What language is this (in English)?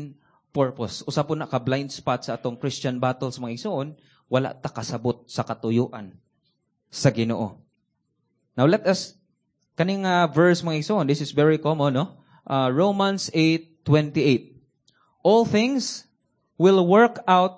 Cebuano